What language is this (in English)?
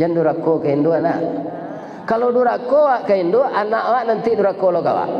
Minangkabau